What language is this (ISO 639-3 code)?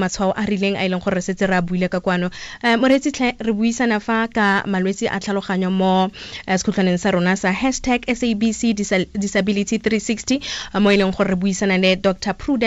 tsn